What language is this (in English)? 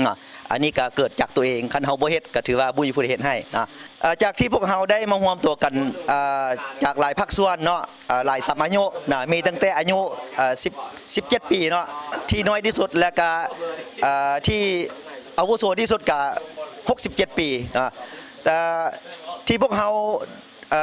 Lao